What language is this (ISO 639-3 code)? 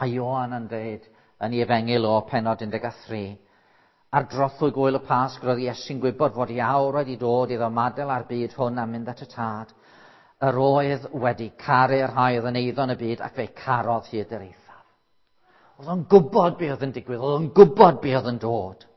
cym